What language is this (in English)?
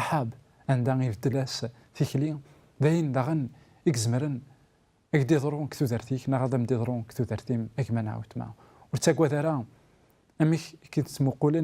Kabyle